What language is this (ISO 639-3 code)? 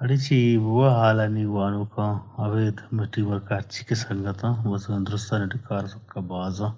bal